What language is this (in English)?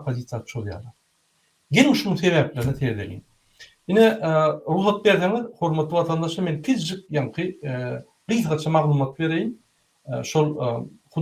Turkmen